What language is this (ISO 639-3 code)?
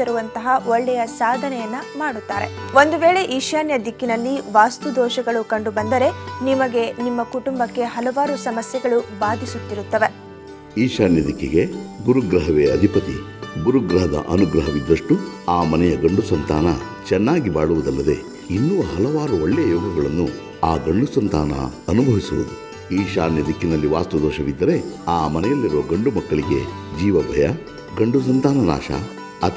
kan